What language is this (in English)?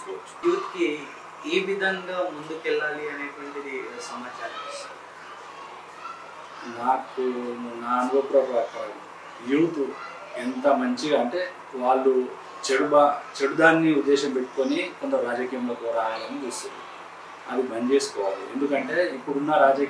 Telugu